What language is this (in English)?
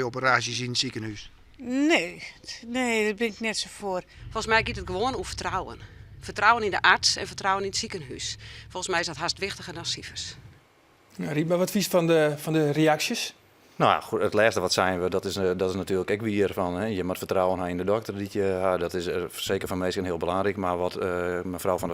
Western Frisian